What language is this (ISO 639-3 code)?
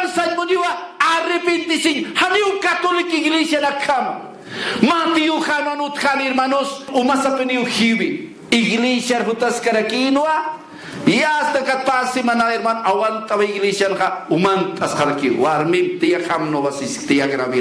aym